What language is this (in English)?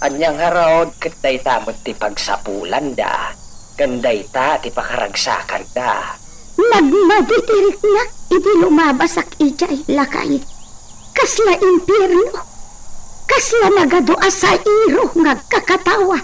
Iloko